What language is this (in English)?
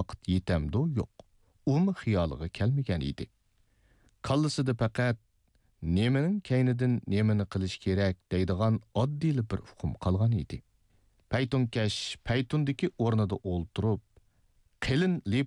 Uyghur